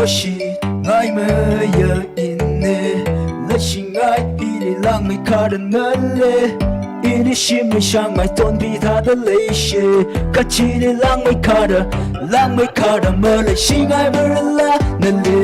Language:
Tangkhul Naga (India)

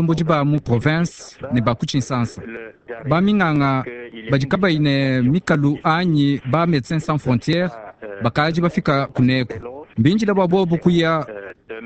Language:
Luba-Lulua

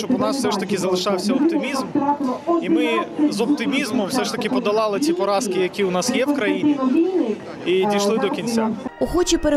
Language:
Ukrainian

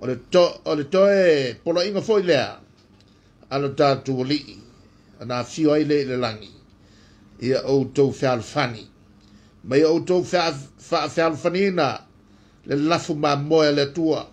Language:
Samoan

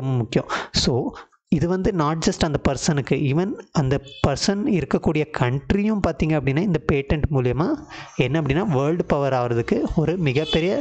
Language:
Tamil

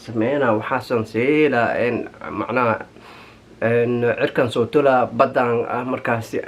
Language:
Somali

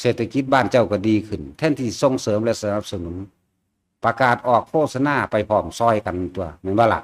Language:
Northeastern Thai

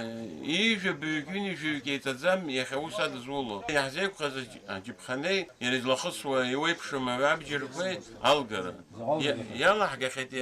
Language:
Abkhazian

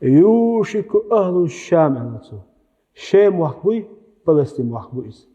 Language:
Chechen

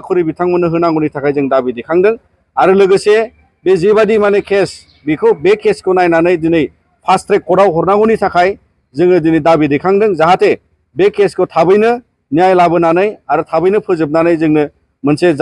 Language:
Bodo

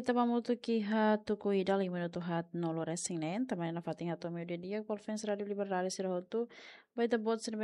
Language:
Tetum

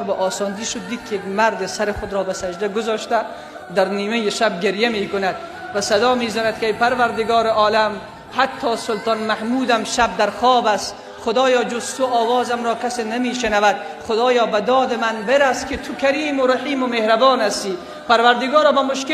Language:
Persian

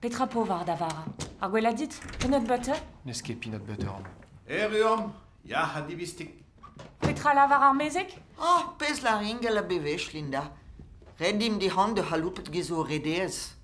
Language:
Breton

